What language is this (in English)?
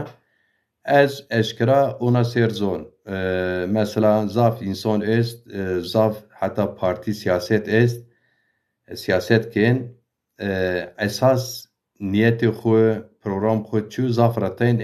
Zaza